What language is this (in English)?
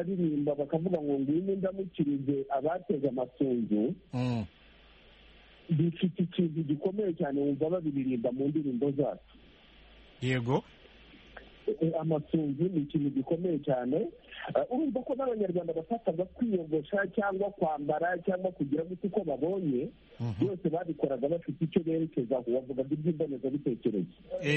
Kinyarwanda